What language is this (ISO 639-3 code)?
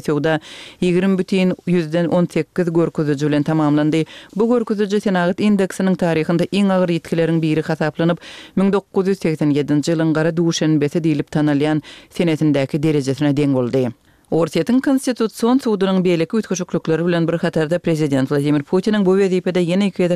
kir